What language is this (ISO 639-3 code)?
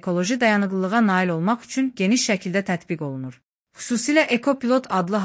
aze